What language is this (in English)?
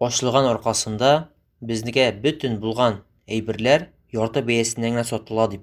Tatar